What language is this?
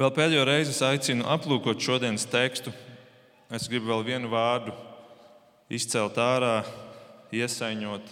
Latvian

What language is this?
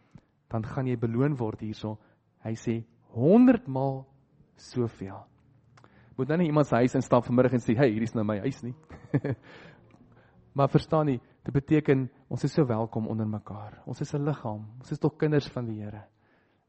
Afrikaans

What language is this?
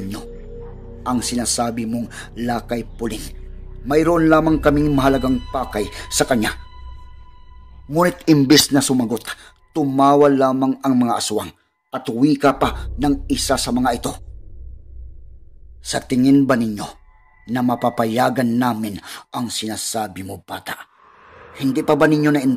Filipino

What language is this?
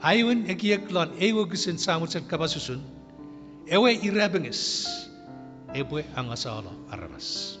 Chuukese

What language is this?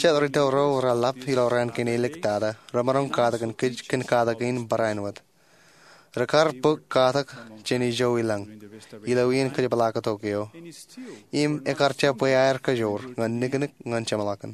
Marshallese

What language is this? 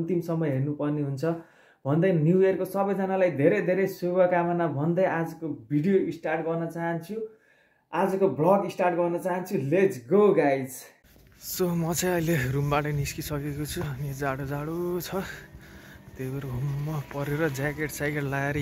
Nepali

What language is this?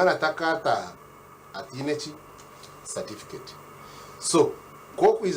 Nyankole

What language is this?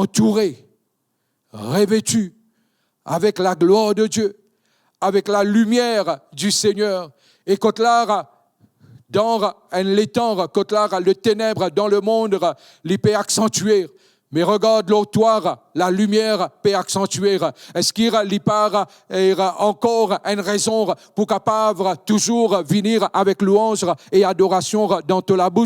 Morisyen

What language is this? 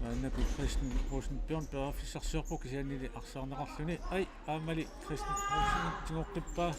Kalaallisut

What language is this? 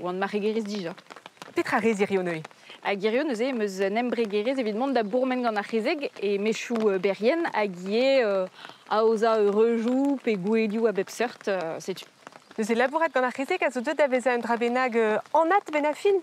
Breton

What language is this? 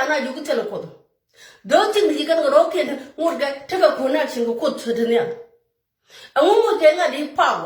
Nuer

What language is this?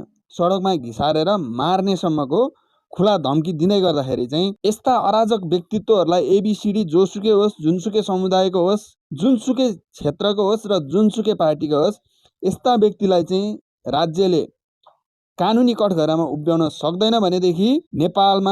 Nepali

